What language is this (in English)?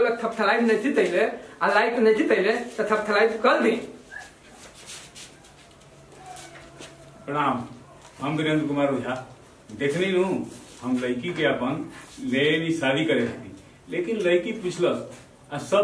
Bhojpuri